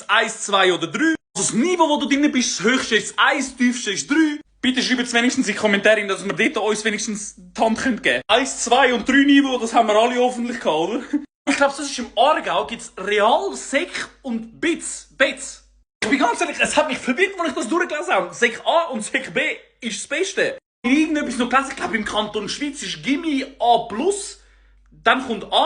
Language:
Swiss German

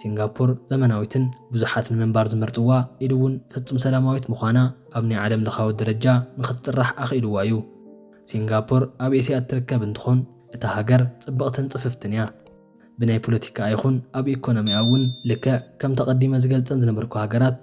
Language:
Tigrinya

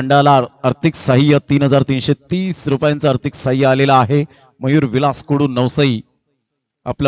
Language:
Marathi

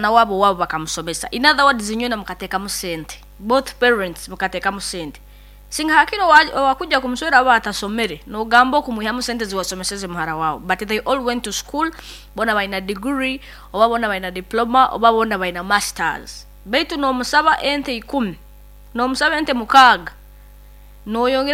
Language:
Nyoro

